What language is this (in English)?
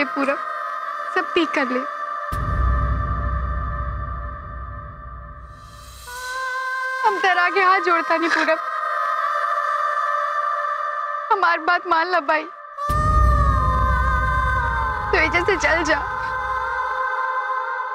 Bhojpuri